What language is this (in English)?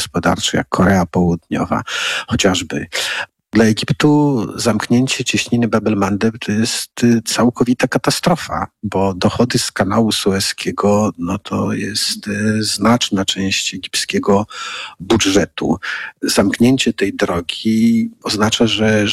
Polish